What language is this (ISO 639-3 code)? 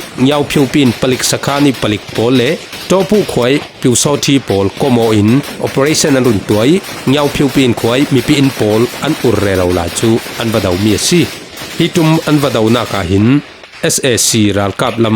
cfm